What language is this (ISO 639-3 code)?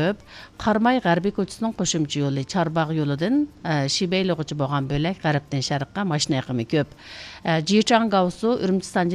uig